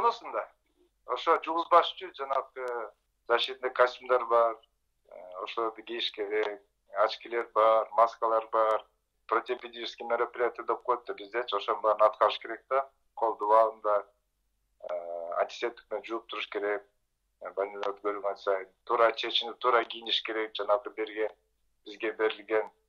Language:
Kyrgyz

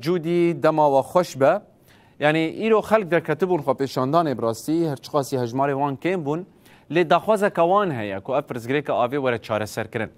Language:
Kurdish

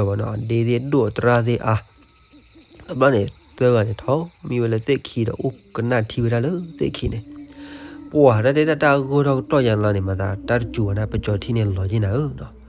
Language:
S'gaw Karen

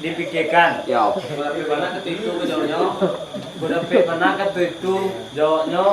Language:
Minangkabau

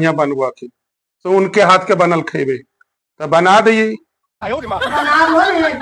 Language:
Magahi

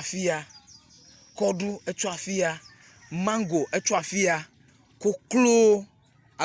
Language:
Ewe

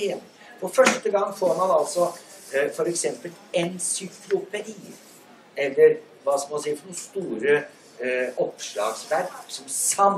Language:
Norwegian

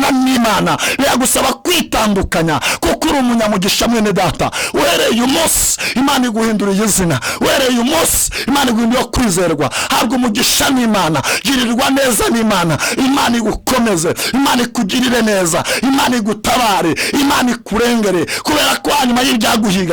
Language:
Kinyarwanda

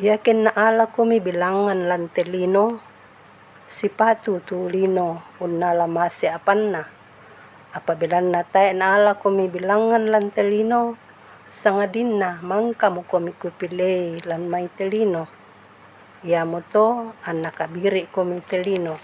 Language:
Toraja-Sa'dan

